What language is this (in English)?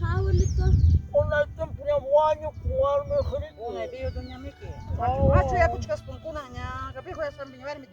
Ayacucho Quechua